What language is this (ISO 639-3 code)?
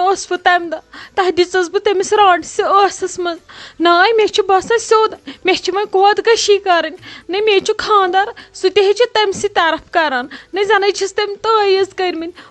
kas